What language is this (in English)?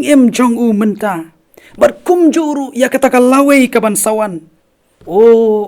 Khasi